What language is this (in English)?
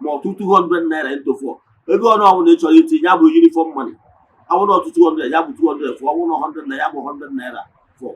Igbo